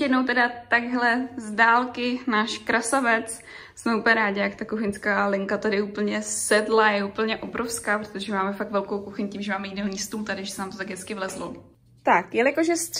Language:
Czech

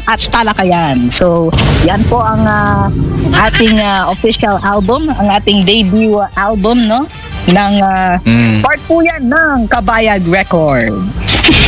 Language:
Filipino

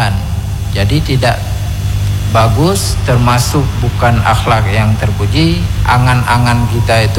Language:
Indonesian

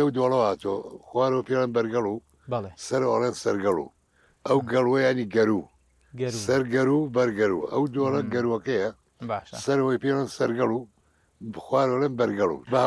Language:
Central Kurdish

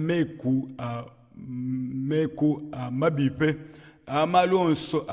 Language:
Luba-Lulua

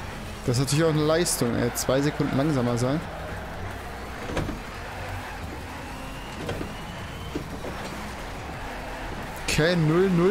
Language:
German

